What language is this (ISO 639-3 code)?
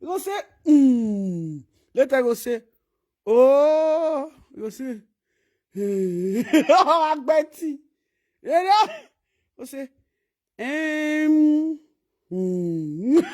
pcm